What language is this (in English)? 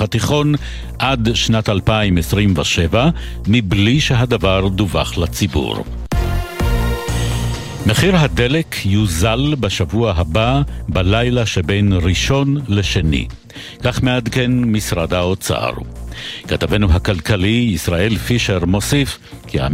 Hebrew